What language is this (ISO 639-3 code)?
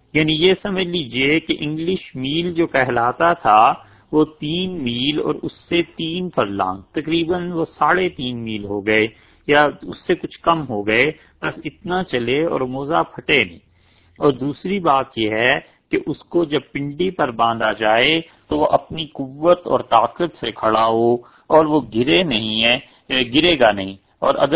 urd